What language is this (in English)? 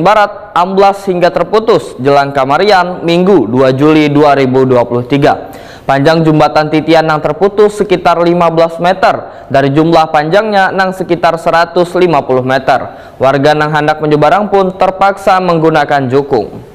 Banjar